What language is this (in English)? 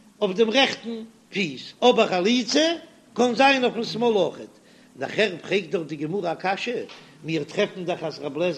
Yiddish